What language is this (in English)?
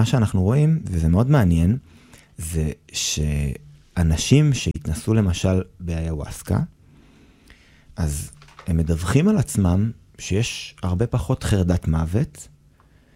Hebrew